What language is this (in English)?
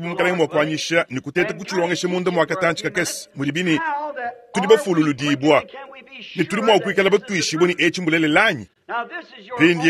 Luba-Lulua